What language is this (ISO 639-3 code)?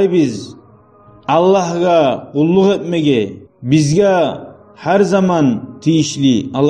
kum